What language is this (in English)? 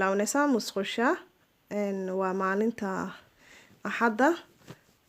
Somali